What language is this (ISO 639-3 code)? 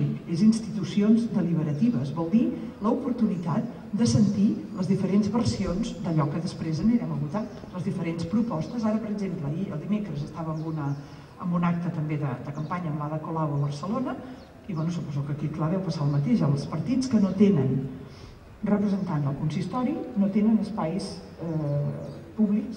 cat